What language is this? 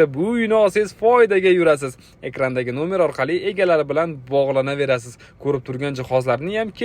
Uzbek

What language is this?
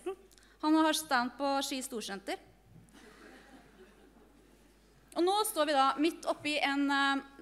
Norwegian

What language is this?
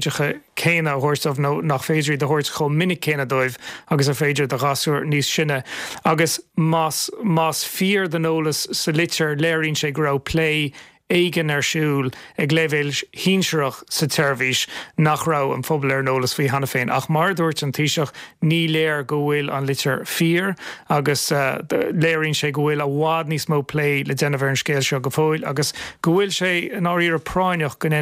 Irish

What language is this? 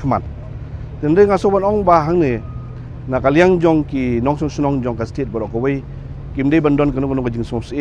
Khasi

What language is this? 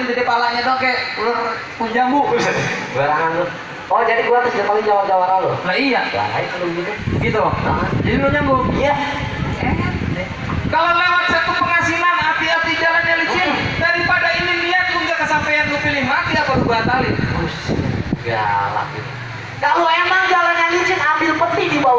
Betawi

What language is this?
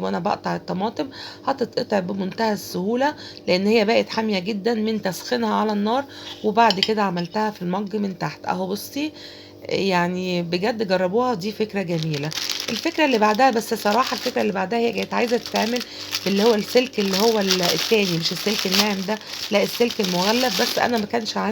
Egyptian Arabic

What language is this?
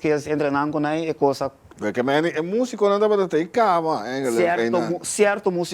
Papiamento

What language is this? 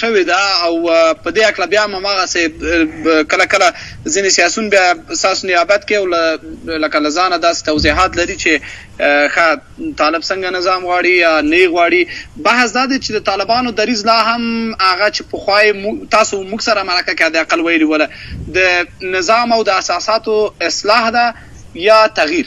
Pashto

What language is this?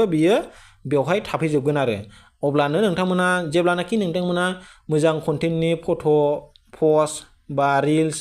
Bodo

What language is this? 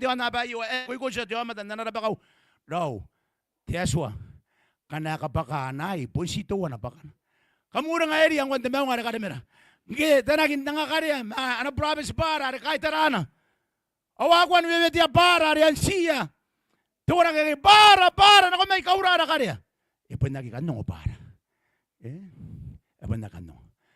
Gilbertese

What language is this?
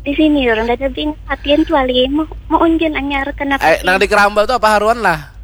Banjar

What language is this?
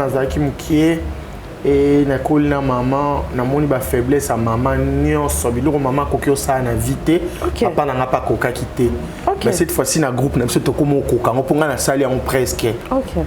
Lingala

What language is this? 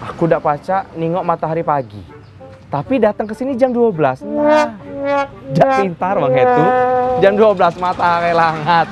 Musi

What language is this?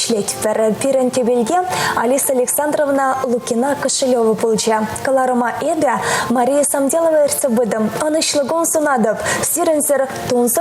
Chuvash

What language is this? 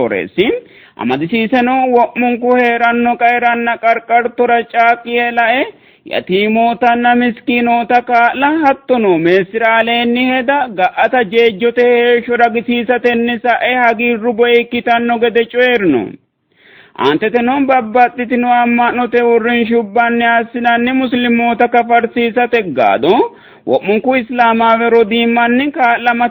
Sidamo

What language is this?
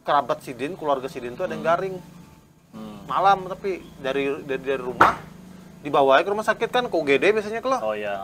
Banjar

